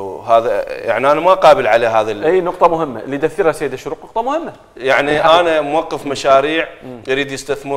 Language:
Mesopotamian Arabic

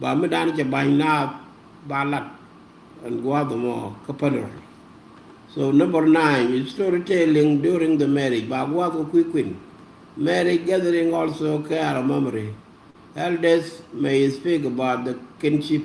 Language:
Nuer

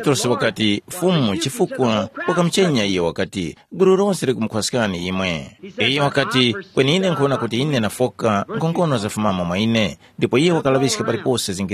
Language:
Tumbuka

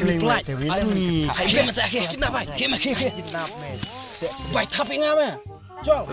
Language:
Khasi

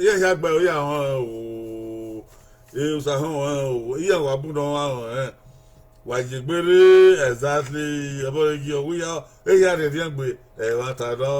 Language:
Bini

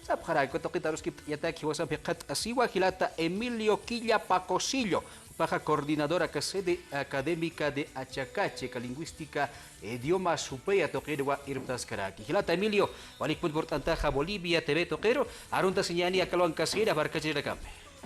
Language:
Aymara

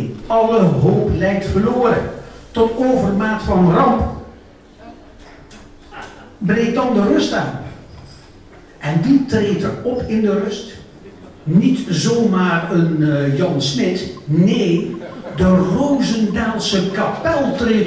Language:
Dutch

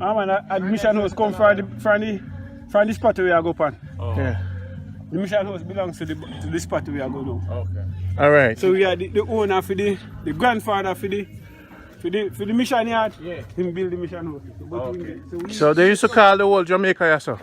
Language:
Jamaican Creole English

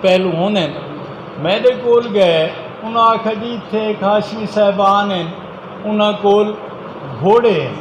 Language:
Saraiki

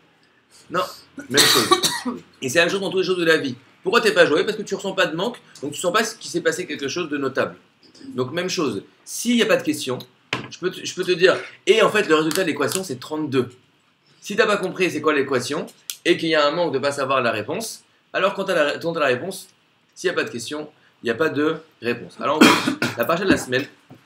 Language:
French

